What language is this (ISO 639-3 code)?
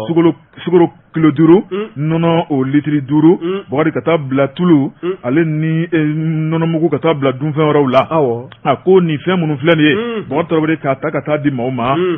bam